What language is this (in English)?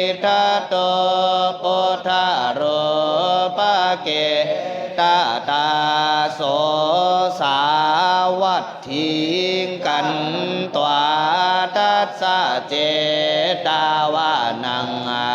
Pali